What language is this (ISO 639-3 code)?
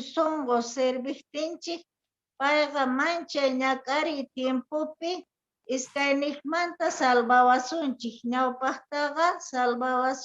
quh